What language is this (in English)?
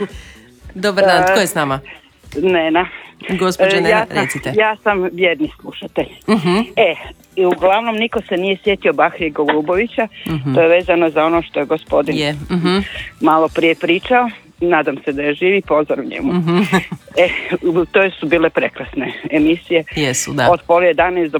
Croatian